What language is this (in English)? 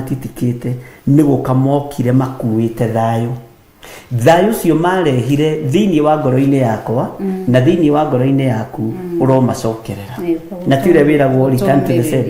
Kikuyu